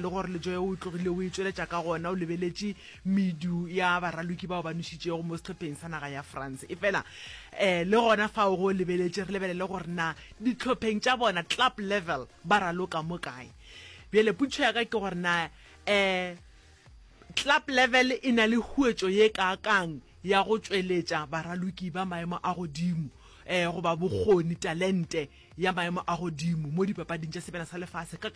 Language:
Northern Sotho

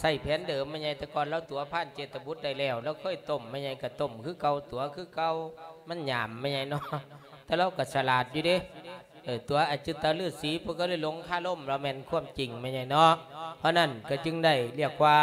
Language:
Lao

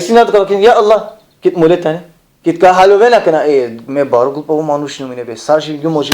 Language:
Balkan Romani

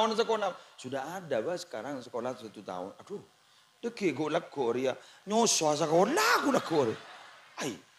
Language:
Madurese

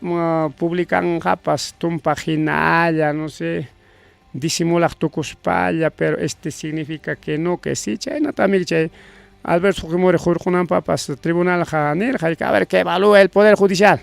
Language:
Ayacucho Quechua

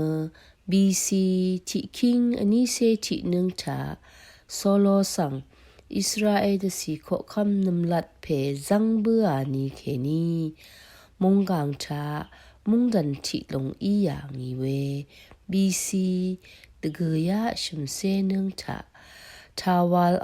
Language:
Rawang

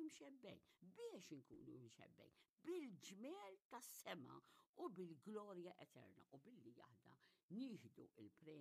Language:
Maltese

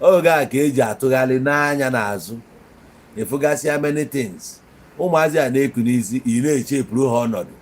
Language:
Igbo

